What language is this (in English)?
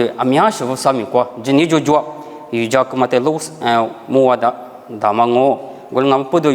Lisu